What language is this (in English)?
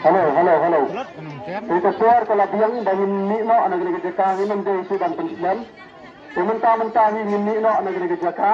Khasi